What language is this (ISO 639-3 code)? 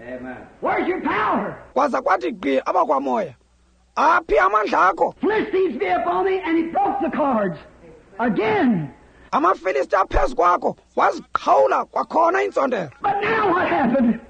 xho